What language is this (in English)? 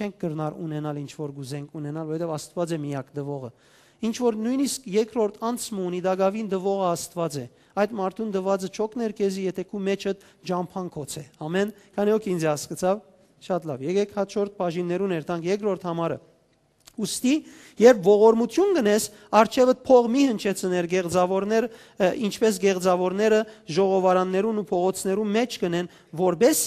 Western Armenian